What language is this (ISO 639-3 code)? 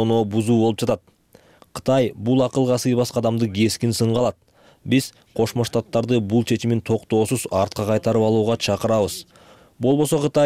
kir